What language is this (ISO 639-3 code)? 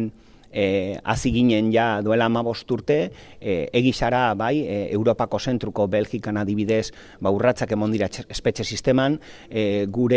eus